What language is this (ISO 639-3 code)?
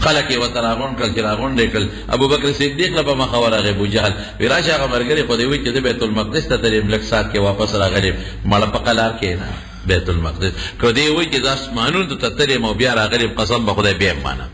pus